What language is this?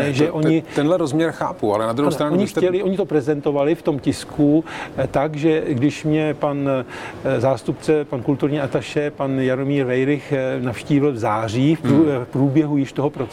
Czech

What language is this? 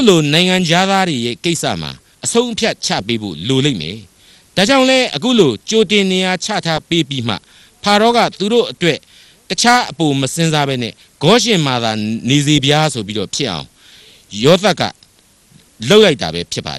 Burmese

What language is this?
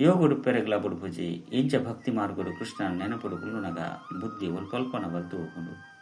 Tulu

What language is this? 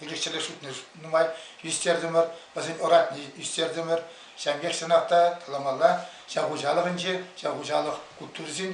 Chuvash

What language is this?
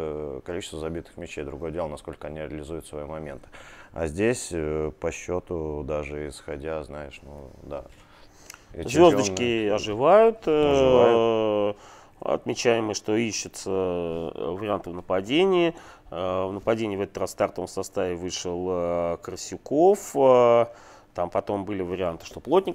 Russian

